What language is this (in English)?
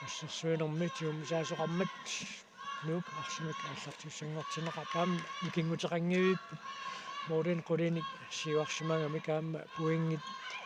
Kalaallisut